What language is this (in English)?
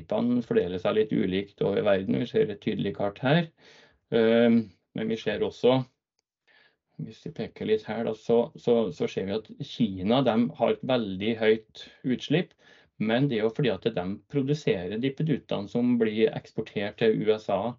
Norwegian